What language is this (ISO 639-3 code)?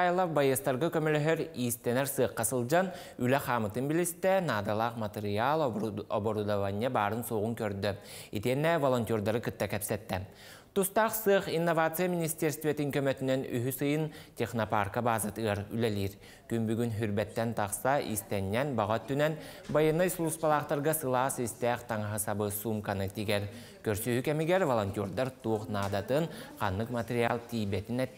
sah